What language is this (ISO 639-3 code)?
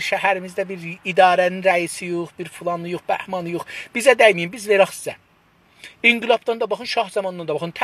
azb